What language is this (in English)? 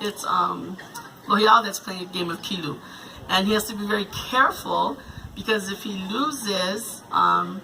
Hawaiian